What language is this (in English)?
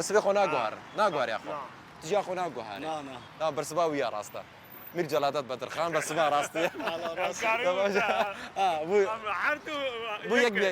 Kurdish